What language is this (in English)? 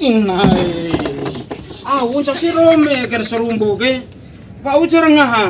Bima